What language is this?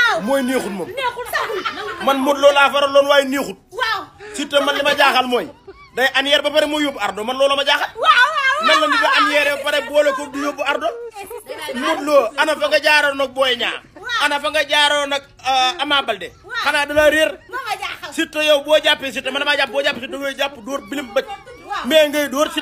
Wolof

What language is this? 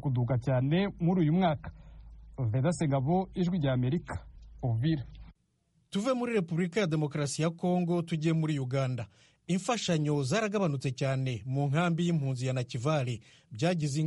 Kinyarwanda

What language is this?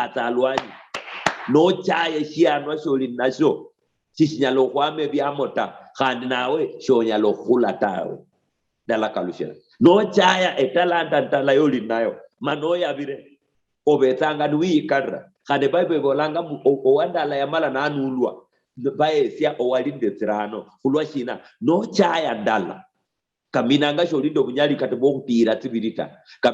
Luyia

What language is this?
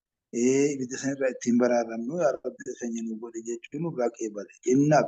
Oromo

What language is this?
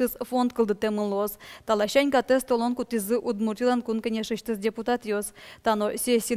Udmurt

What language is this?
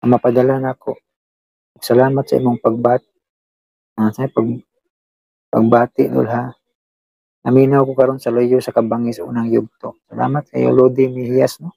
Cebuano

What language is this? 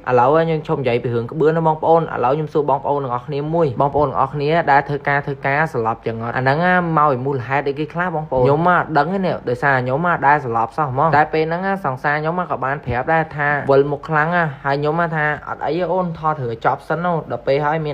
Khmer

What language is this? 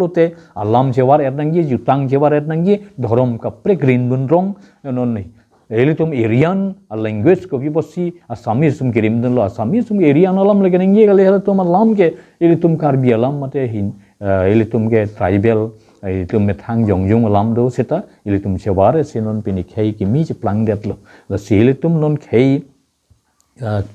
Karbi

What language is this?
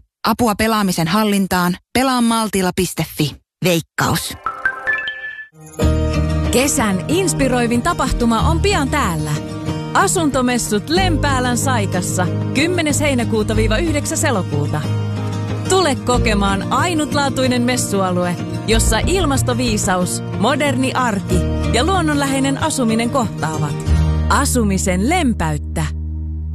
Finnish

